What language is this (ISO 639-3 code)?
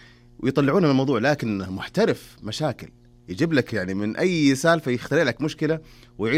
ara